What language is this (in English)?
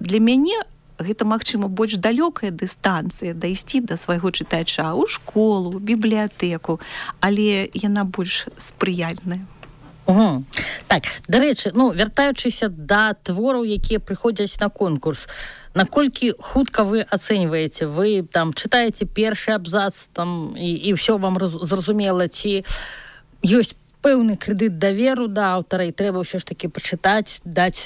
Belarusian